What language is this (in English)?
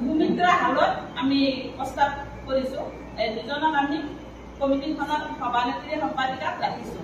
Assamese